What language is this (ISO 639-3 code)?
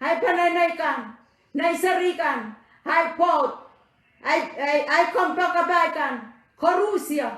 pon